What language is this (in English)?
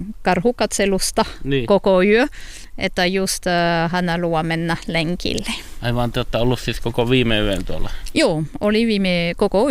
Finnish